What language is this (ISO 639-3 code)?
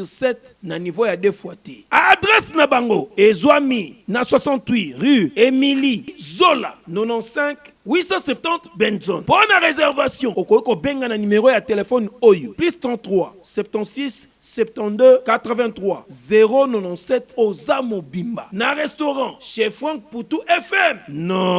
lin